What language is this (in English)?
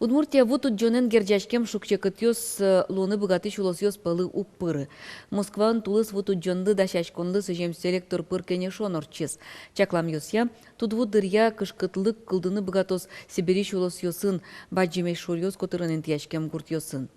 Udmurt